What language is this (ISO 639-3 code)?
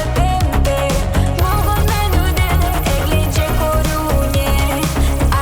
crh